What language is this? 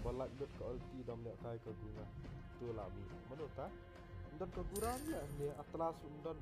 Khasi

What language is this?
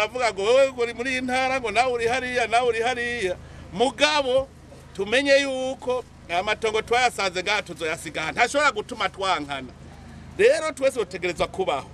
Rundi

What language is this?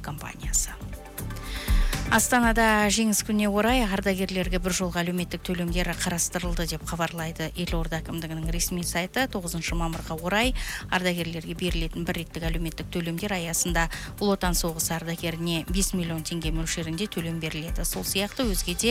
Kazakh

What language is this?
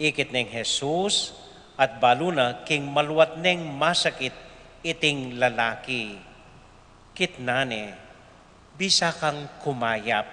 Pampanga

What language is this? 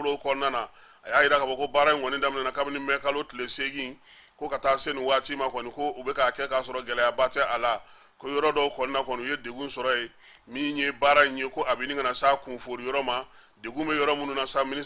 Bambara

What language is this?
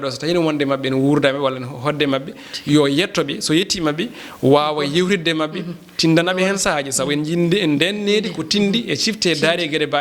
Fula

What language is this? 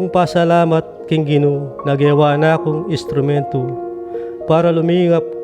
Pampanga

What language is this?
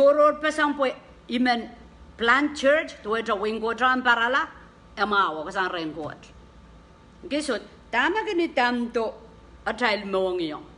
Pohnpeian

